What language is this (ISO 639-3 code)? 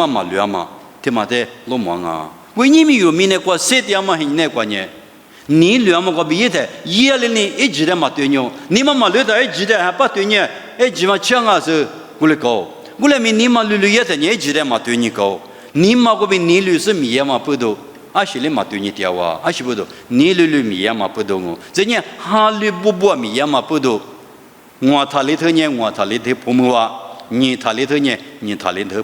lis